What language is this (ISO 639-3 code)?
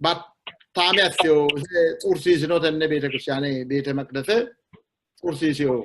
sid